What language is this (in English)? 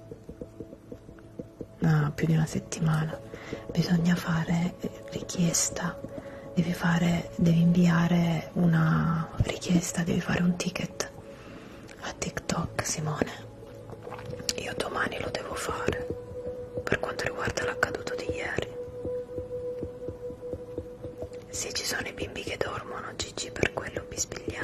Italian